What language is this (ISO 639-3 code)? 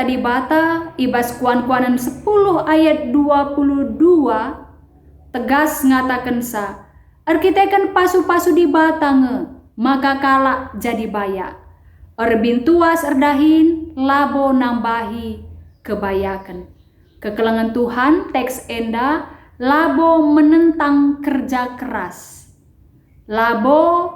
btx